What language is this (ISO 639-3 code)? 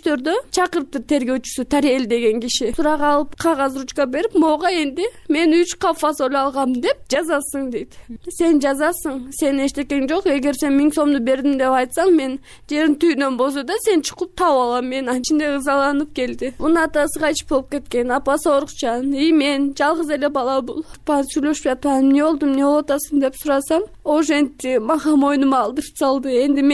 kir